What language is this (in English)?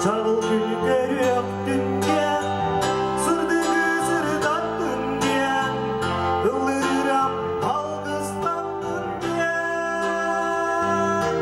Yakut